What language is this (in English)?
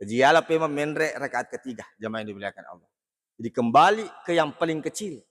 Buginese